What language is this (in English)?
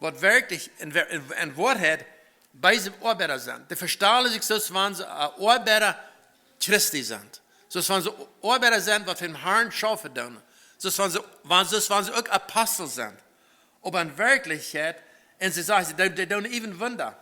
Plautdietsch